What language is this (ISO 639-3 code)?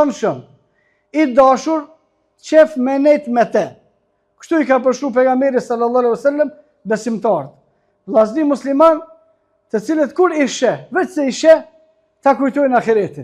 sqi